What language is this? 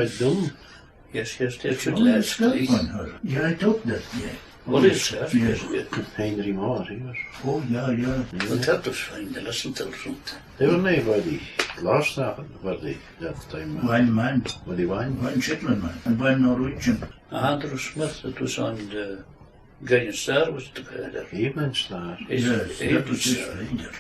Scots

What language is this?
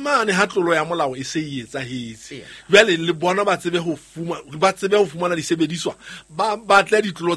Southern Sotho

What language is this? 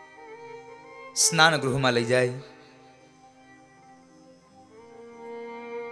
Gujarati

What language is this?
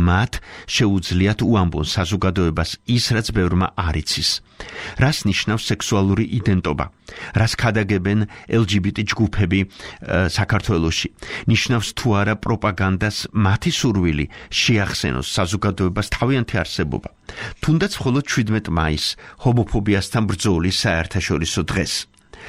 Georgian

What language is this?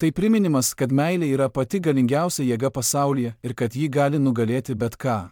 Lithuanian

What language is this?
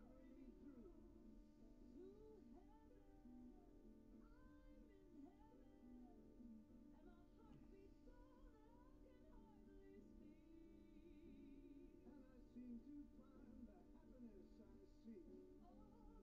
English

